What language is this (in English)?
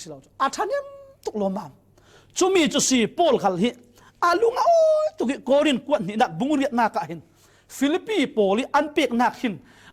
Falam Chin